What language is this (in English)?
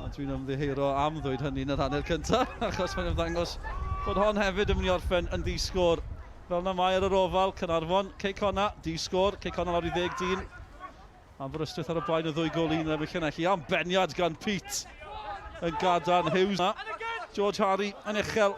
Welsh